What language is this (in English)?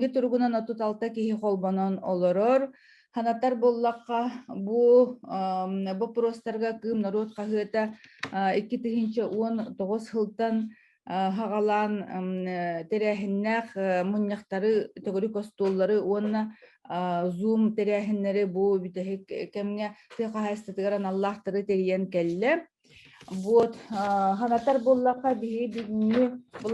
Yakut